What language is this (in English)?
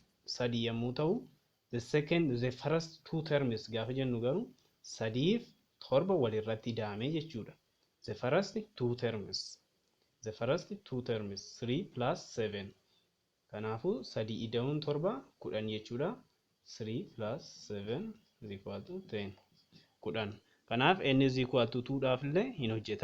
Oromo